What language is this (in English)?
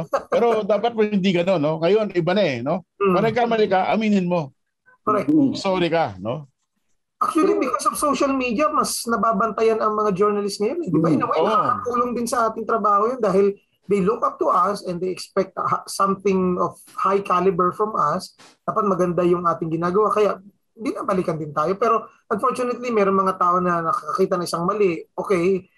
Filipino